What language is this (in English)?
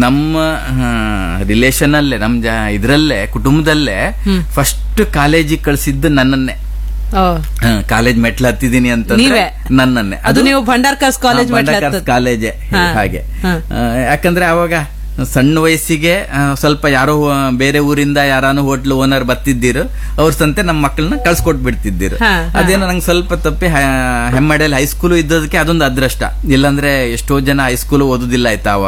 Kannada